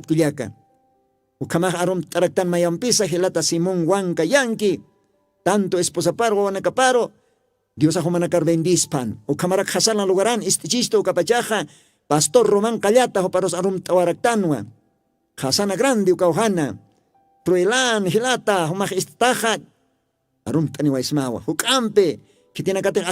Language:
Aymara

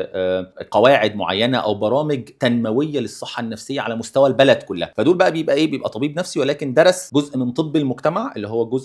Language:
Egyptian Arabic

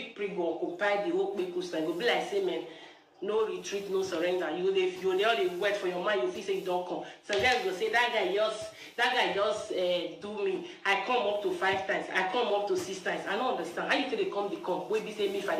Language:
Nigerian Pidgin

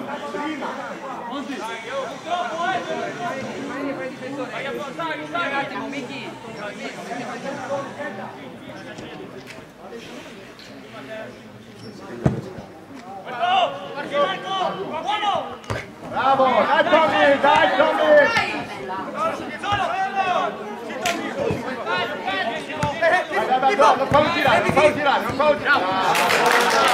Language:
Italian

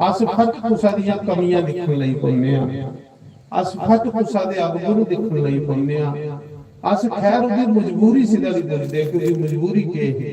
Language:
Dogri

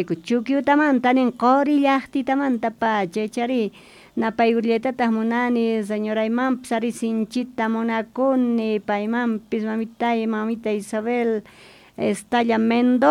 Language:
South Bolivian Quechua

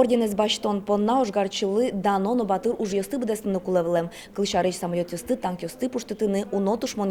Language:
Udmurt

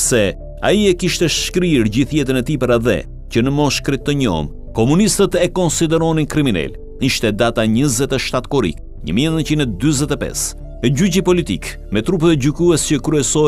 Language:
Albanian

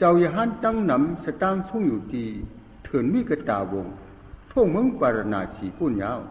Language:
Shan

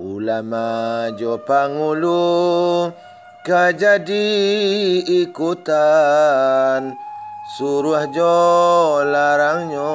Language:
Minangkabau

